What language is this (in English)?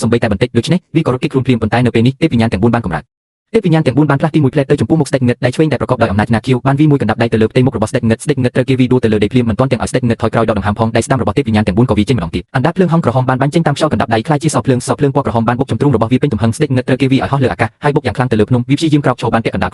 Khmer